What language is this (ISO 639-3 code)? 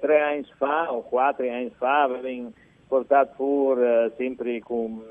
fur